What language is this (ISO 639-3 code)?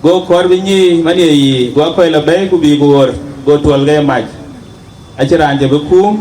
din